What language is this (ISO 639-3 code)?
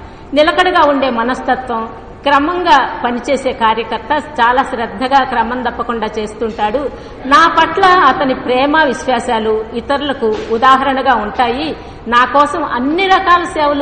tel